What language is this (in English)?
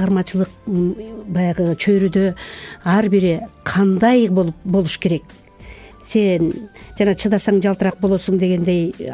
Kyrgyz